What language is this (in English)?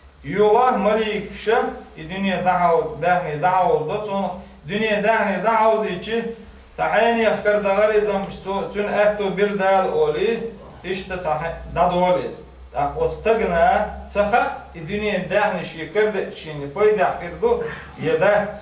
Chechen